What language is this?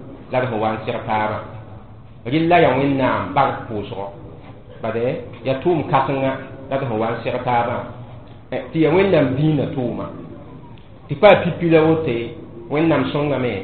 Mossi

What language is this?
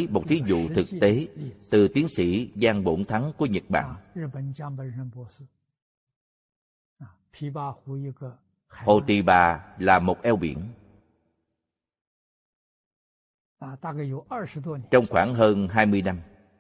Vietnamese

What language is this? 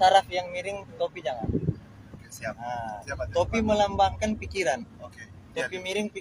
Manado Malay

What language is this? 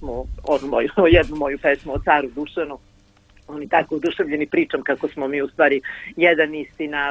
Serbian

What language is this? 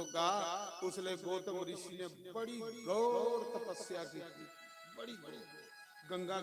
Dogri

